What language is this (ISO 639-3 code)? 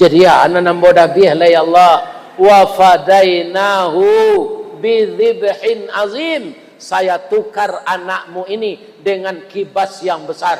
min